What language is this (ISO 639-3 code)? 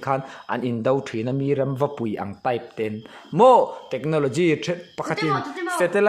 lus